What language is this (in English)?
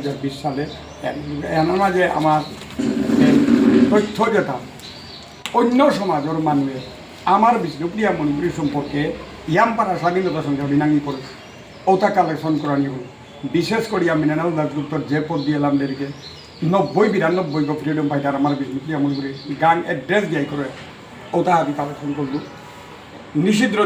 Bishnupriya